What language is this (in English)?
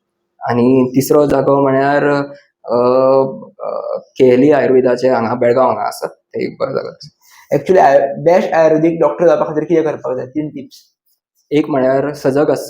Konkani